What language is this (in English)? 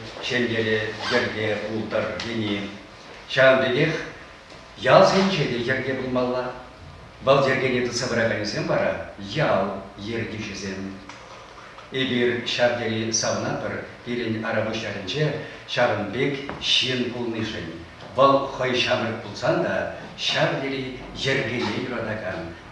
Chuvash